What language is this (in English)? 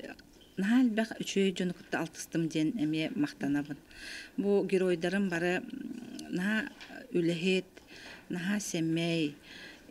Yakut